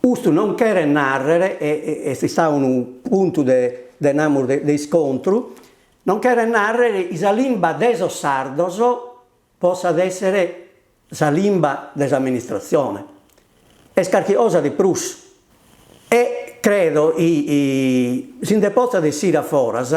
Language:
Sardinian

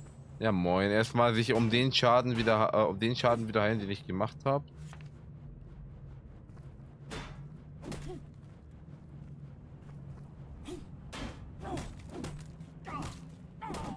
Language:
German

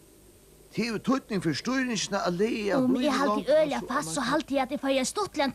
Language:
Faroese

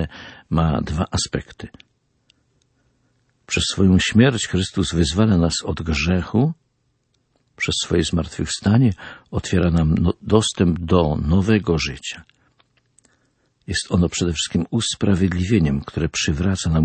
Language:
Polish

